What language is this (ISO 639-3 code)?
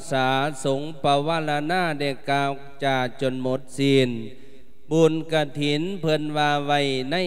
lao